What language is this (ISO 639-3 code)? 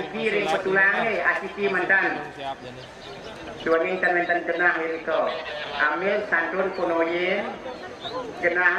ban